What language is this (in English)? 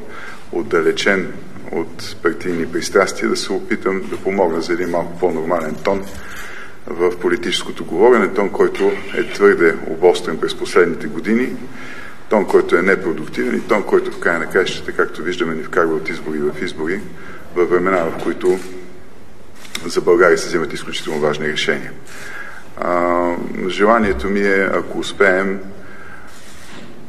Bulgarian